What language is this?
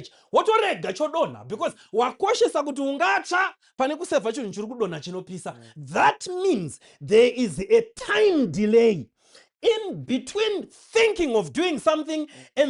Shona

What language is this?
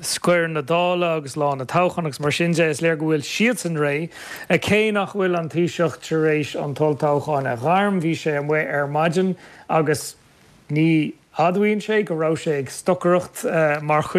Irish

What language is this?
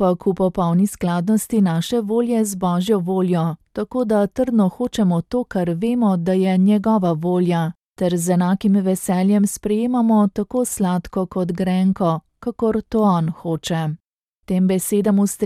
Slovenian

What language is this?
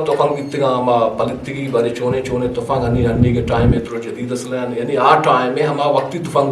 Eastern Balochi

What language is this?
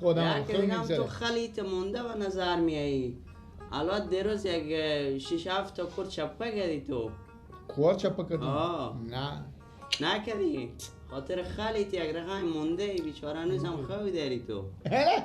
Persian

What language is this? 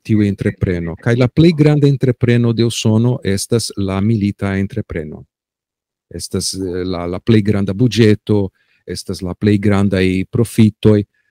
Esperanto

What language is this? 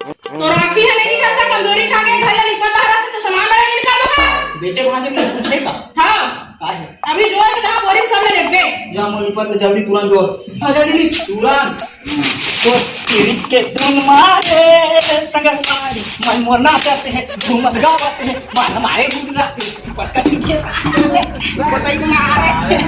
Chhattisgarhi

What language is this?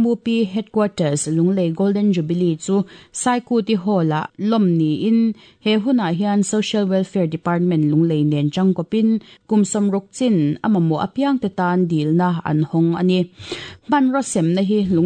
Mizo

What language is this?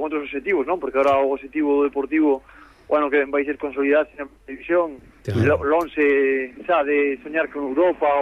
Galician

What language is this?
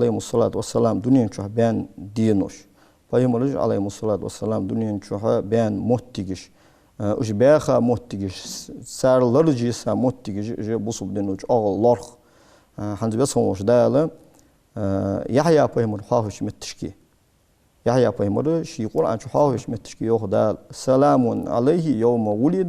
Ingush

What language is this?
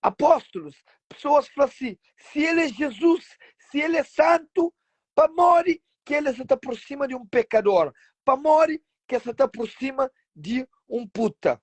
Kabuverdianu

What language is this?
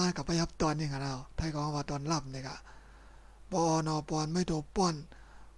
Shan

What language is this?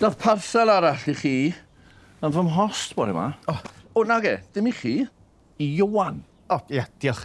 Welsh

